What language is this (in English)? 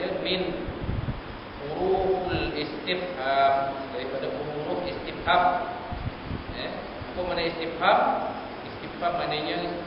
Malay